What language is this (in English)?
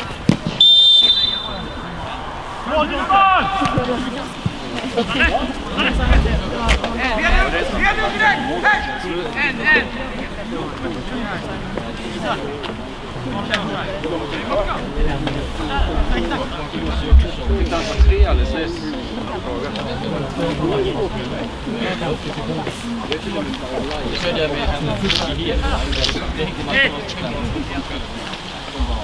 Swedish